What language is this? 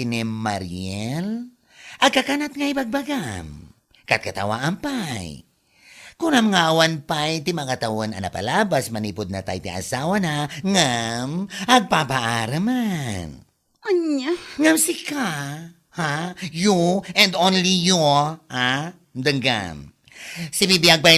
Iloko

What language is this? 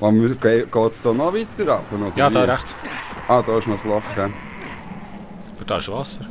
Swiss German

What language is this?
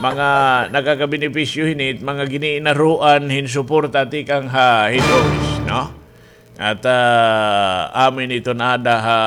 Waray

